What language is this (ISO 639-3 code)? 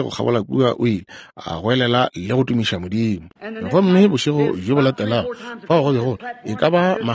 nso